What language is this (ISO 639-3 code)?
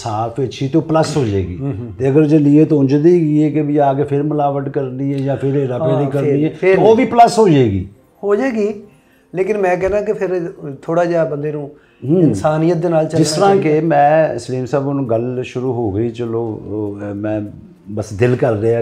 pan